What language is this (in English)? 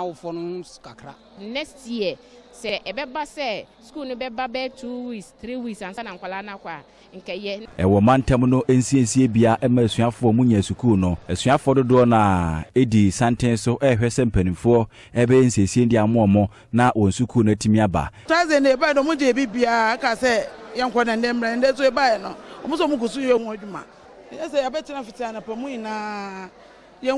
Akan